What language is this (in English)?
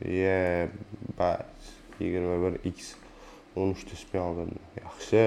Uzbek